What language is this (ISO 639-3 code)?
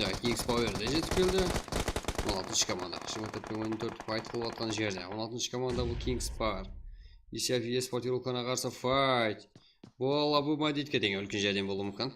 kaa